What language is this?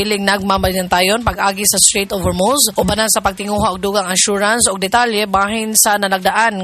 Cebuano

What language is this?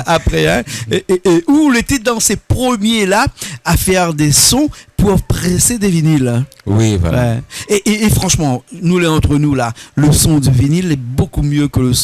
Réunion Creole French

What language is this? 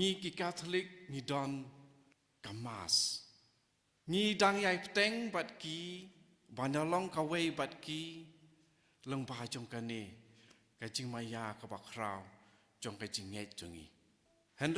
Khasi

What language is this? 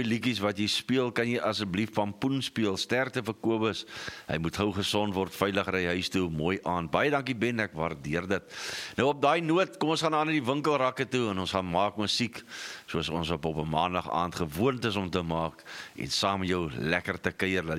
Afrikaans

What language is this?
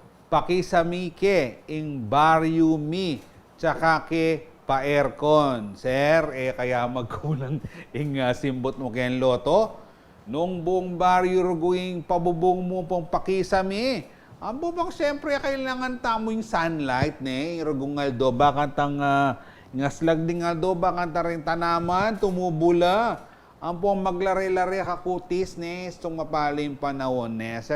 Pampanga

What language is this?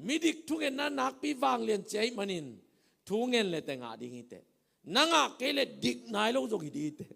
Tedim Chin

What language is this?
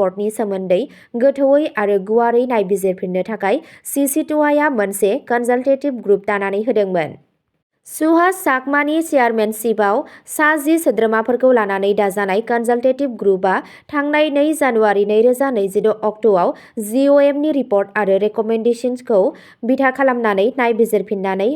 Bodo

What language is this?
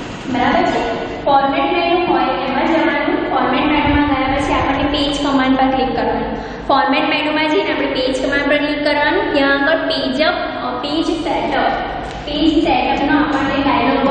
Gujarati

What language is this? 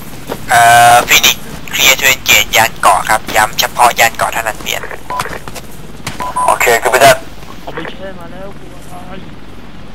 Thai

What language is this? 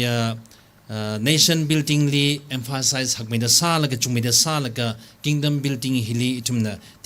Tangkhul Naga (India)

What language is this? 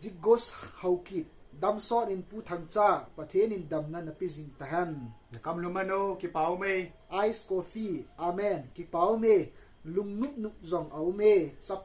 Thado Chin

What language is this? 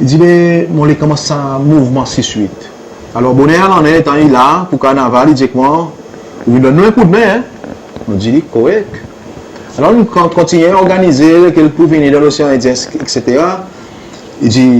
Seselwa Creole French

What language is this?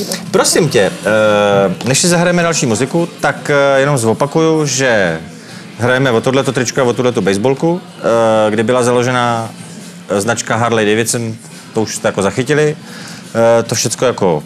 Czech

